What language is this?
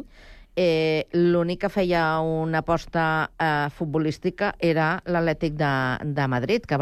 Catalan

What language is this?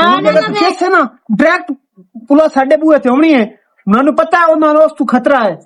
Western Panjabi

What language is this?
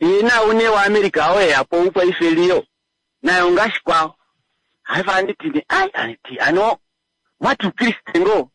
Kuanyama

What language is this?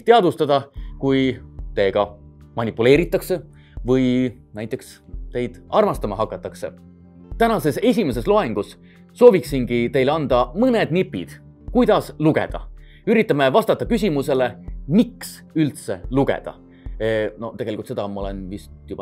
Estonian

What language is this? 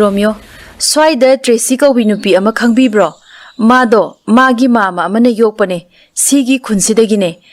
Manipuri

